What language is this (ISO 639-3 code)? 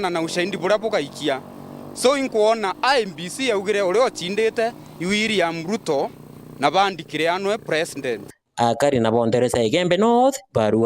mer